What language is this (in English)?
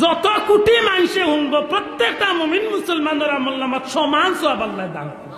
Sylheti